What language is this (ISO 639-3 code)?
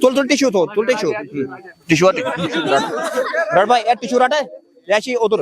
kas